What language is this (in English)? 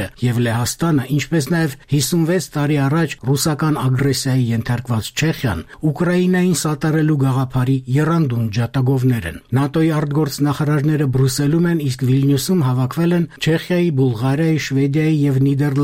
Armenian